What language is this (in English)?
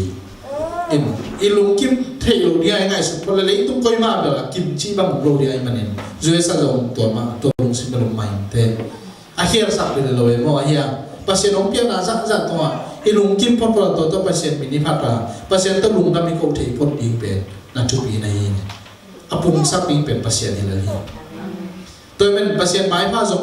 Tedim Chin